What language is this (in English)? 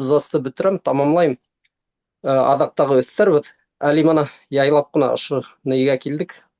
Bashkir